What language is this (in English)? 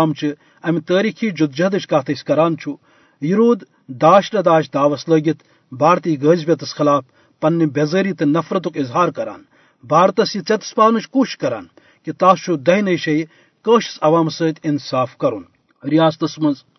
Kashmiri